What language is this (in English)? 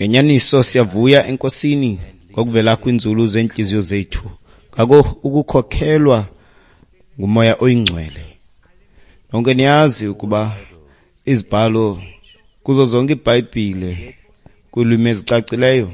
Xhosa